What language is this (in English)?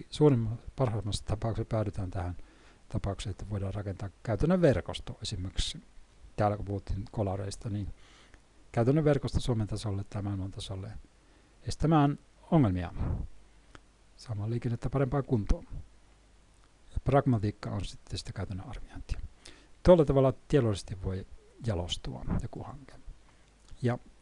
Finnish